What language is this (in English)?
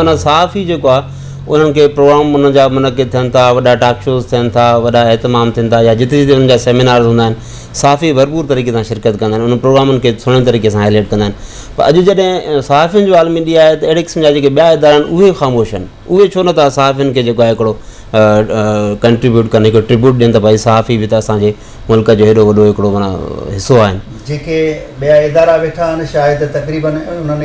Sindhi